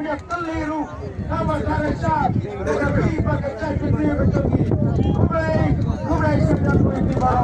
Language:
Khasi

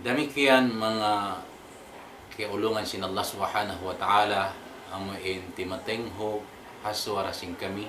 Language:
Tausug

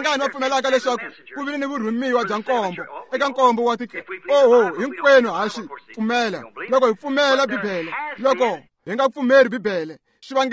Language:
Tsonga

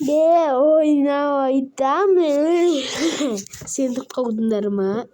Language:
Kazakh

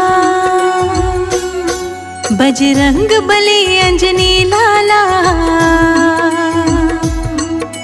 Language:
Hindi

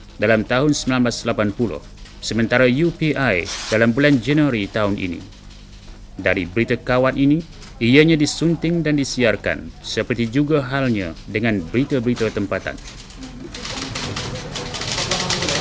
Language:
Malay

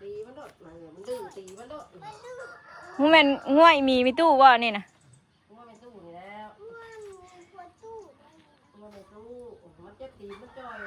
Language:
Northeastern Thai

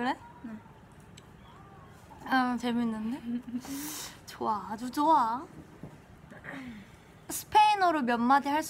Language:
Korean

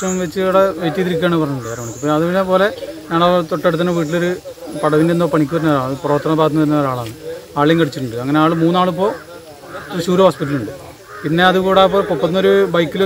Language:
Malayalam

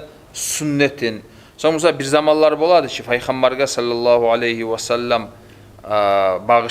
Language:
Kumyk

